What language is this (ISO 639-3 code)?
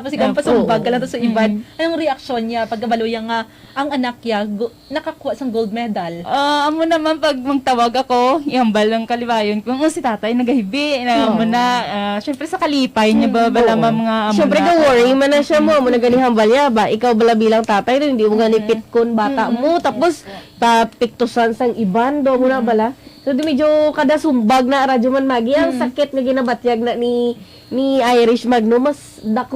hil